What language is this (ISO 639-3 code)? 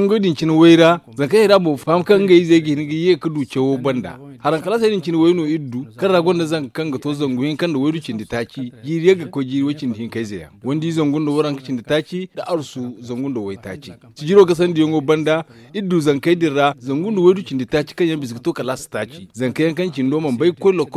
dje